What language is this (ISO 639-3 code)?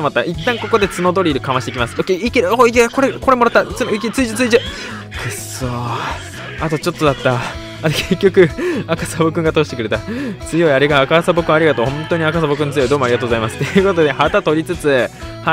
jpn